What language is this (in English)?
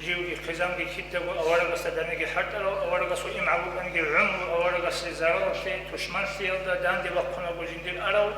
Avaric